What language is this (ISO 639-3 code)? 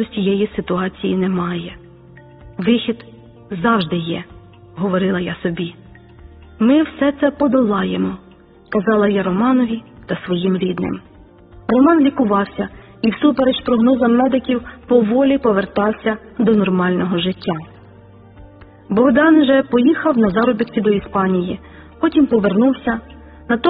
ukr